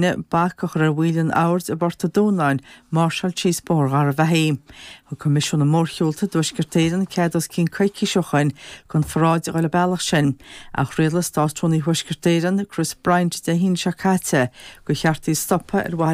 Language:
Irish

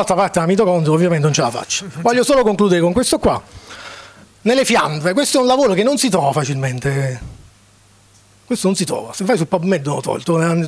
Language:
Italian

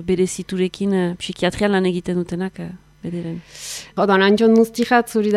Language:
Basque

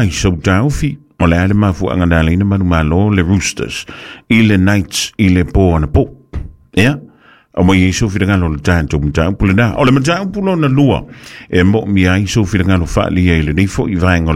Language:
Samoan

